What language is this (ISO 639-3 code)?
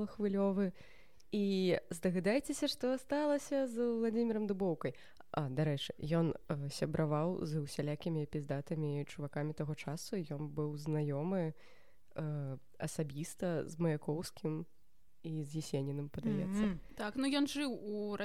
bel